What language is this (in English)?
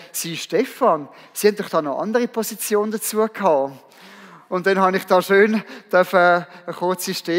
Swiss German